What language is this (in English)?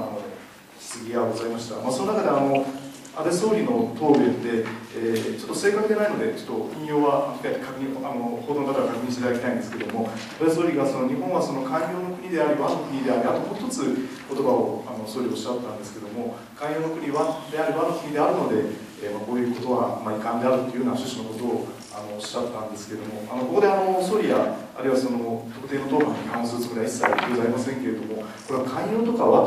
Japanese